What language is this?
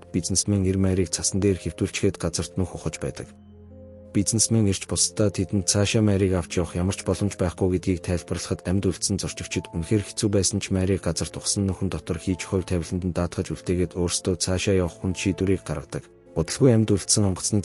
Mongolian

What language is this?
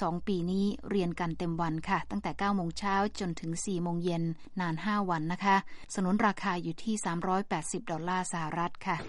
Thai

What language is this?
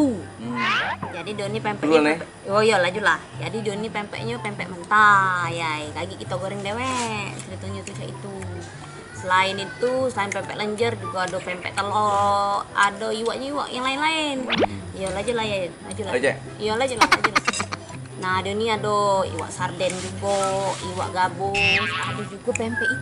Musi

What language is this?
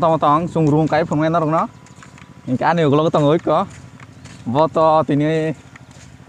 Kok Borok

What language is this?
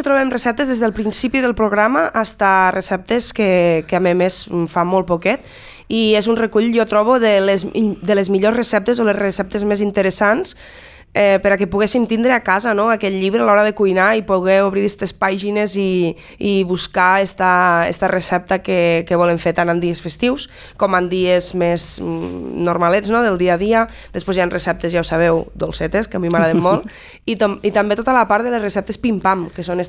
Catalan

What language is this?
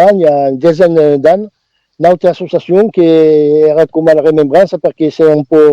Occitan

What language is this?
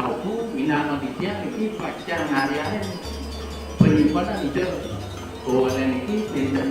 Balinese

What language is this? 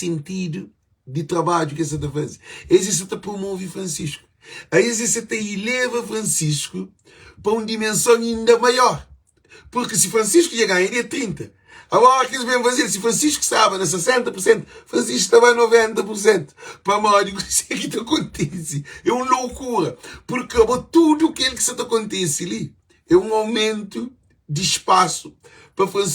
Kabuverdianu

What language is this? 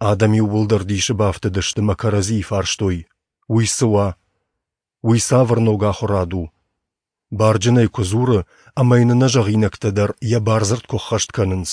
Ossetic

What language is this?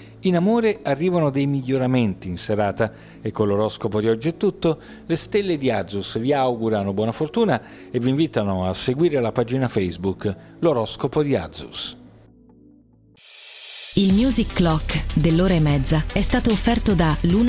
Italian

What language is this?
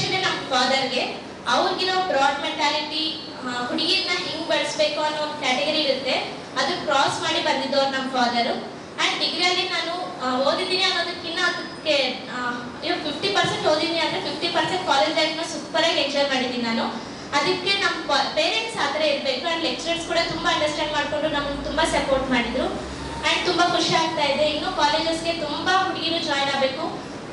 Kannada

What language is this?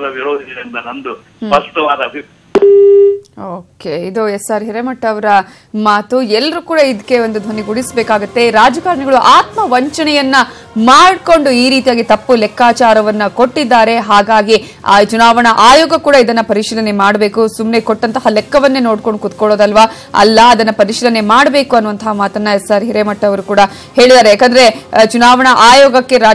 Kannada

